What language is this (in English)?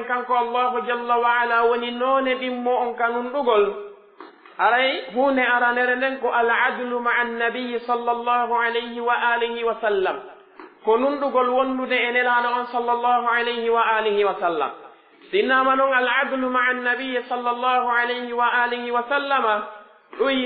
Pular